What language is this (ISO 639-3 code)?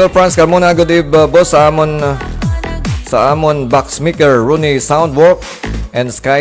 hil